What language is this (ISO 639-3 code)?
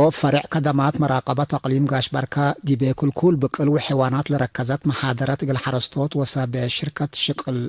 tig